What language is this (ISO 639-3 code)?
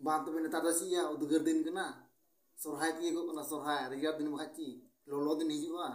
sat